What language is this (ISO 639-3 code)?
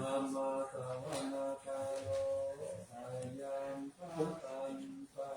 pli